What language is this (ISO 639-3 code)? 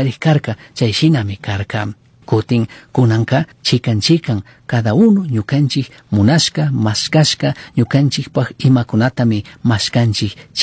qug